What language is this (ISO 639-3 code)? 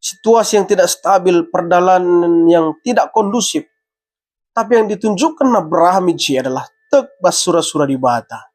btx